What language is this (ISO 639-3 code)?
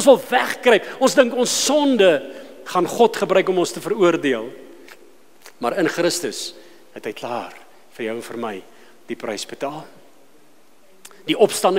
afr